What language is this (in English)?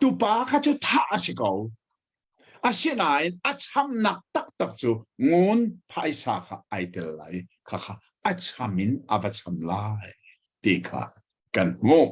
Hakha Chin